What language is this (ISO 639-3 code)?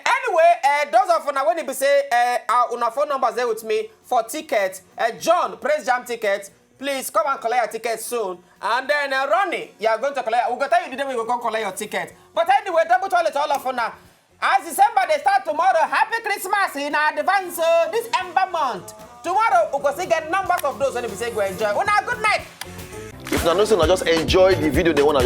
pcm